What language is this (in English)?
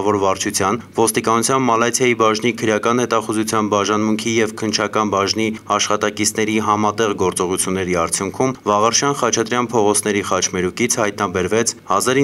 Armenian